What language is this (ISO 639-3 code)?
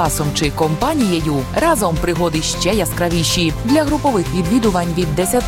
ukr